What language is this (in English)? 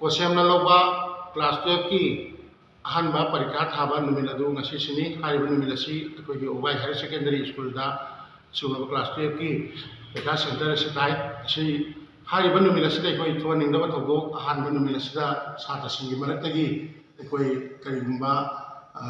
Manipuri